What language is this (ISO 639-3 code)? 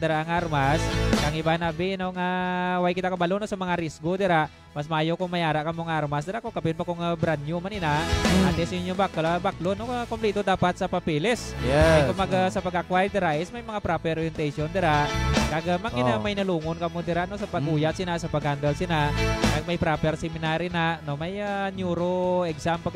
hil